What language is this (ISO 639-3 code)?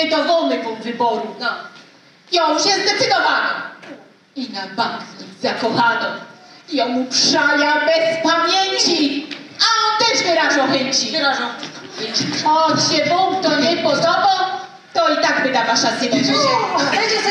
szl